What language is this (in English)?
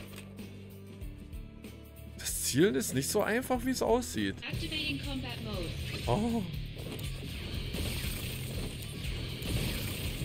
German